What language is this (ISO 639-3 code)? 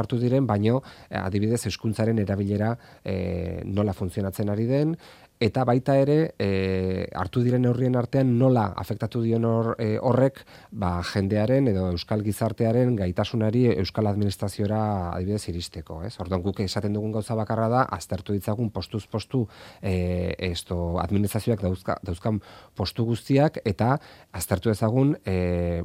eus